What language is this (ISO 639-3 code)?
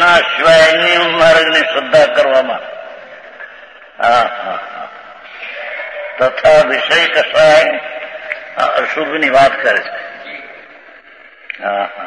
guj